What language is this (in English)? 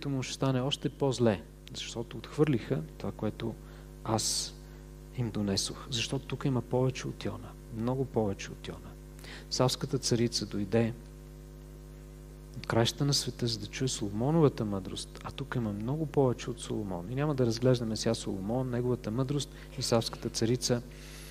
Bulgarian